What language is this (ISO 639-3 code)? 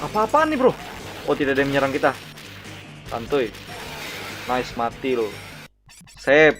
bjn